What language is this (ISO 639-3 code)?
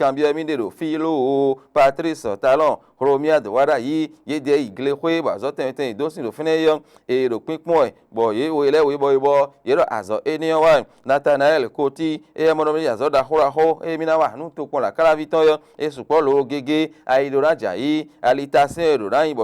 fon